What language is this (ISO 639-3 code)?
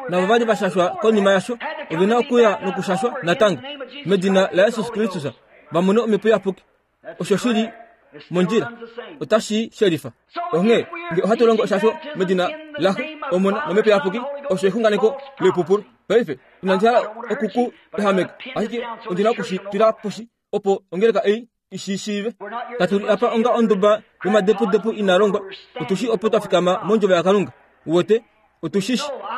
kua